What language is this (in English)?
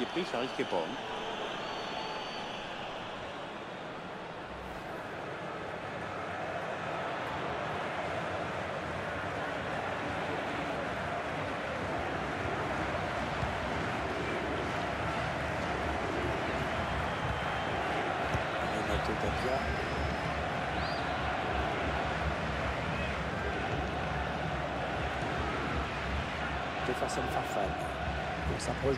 French